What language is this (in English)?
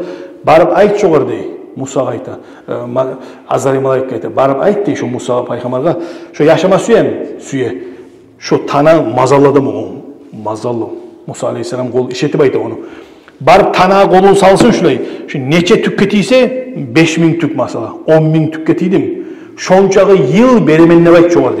Kumyk